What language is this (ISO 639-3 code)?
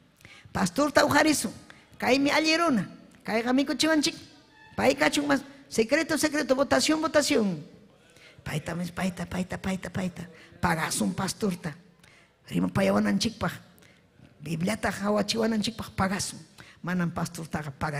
quy